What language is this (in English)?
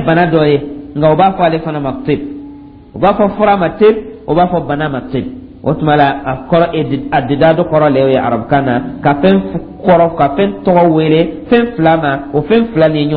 Dyula